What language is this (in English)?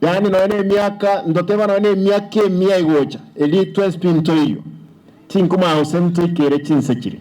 Gusii